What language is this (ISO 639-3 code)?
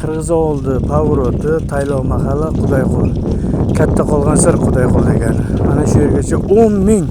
uzb